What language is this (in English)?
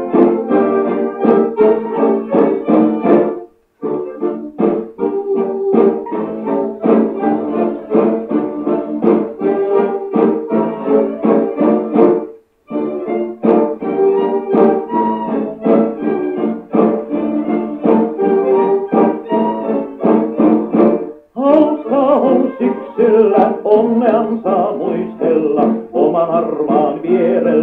Finnish